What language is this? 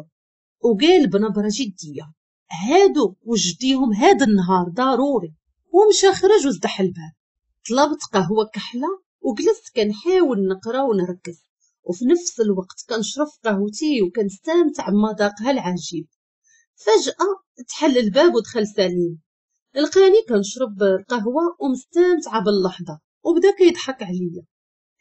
Moroccan Arabic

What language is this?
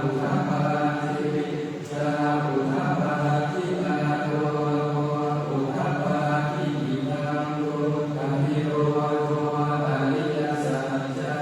Pali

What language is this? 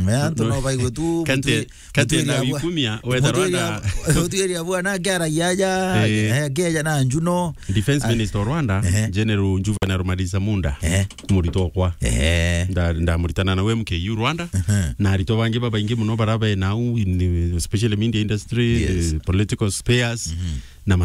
Meru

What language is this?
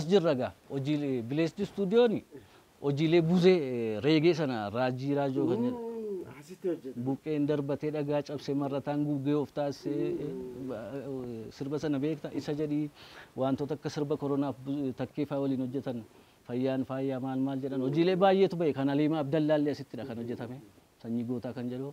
Oromo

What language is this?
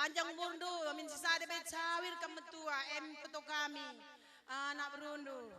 Batak Karo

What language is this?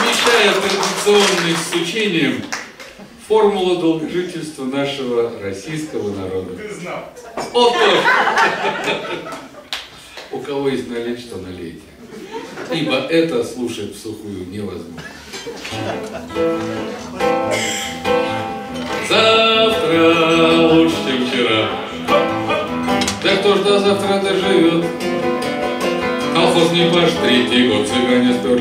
Russian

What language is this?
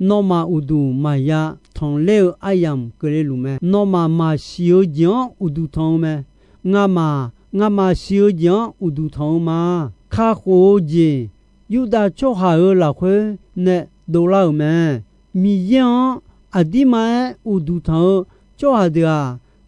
Akha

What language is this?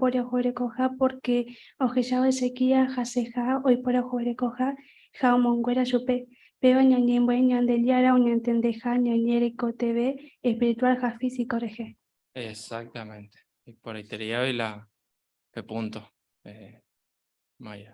Guarani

